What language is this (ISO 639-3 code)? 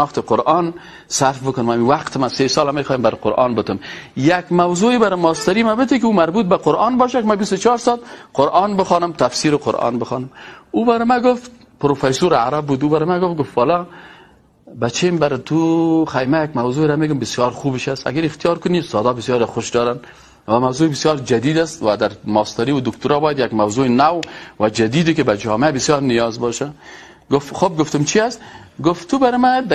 fas